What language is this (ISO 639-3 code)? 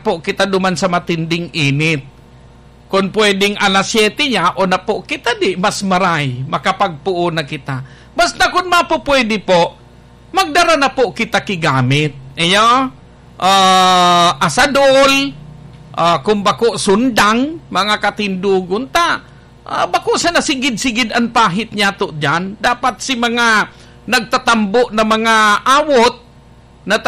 bik